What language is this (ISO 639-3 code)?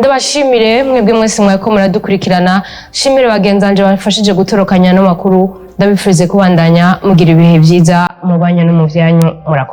run